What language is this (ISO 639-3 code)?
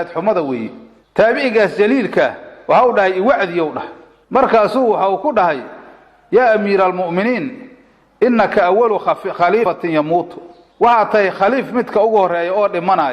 som